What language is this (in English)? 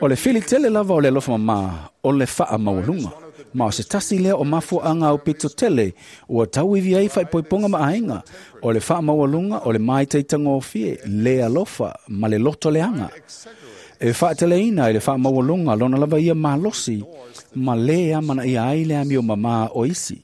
Samoan